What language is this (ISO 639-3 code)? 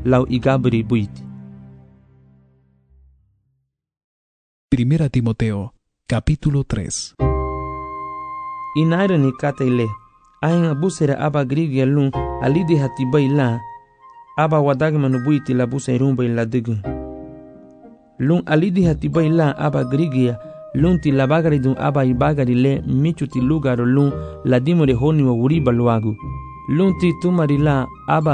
cab